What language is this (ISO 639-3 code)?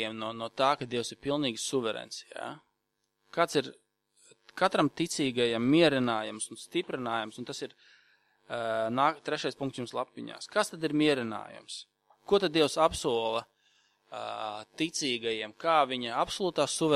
lav